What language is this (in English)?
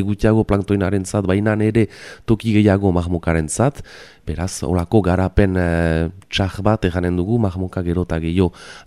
Basque